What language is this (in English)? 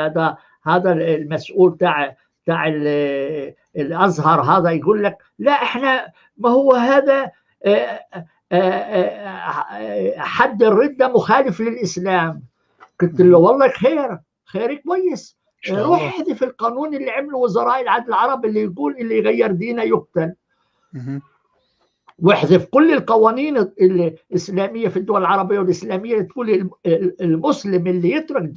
North Levantine Arabic